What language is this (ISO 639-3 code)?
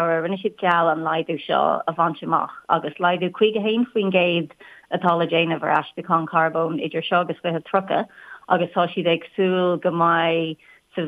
gle